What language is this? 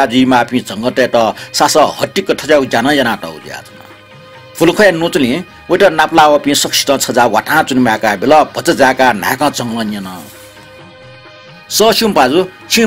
Newari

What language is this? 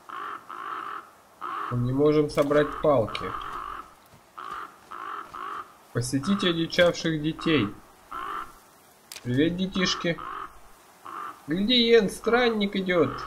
Russian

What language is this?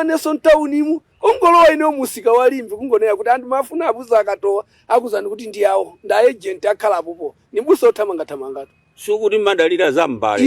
Nyanja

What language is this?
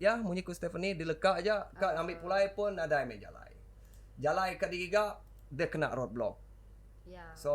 Iban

